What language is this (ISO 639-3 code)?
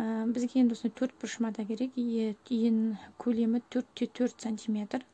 kaz